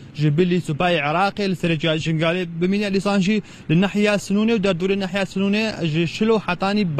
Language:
Kurdish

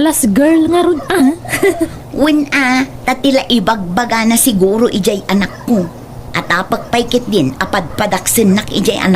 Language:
Iloko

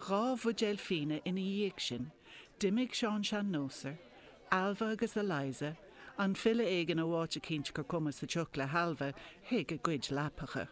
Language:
Irish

